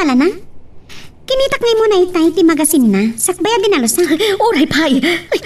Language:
Iloko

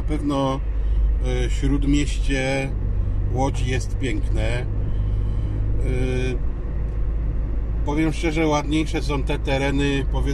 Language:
Polish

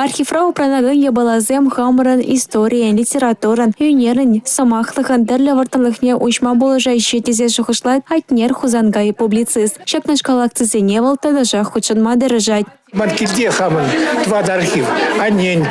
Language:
Chuvash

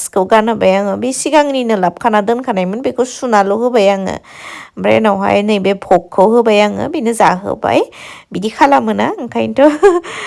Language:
Bodo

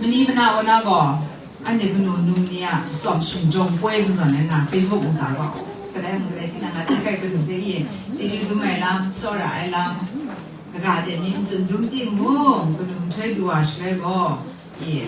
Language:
Kachin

